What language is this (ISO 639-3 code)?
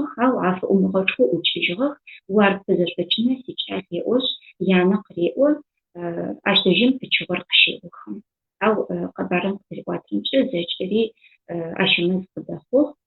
ady